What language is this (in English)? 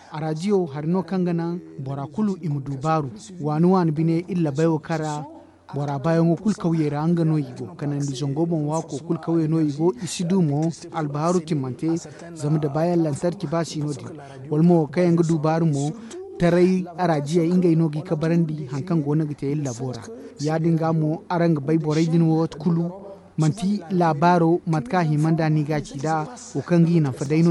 Zarma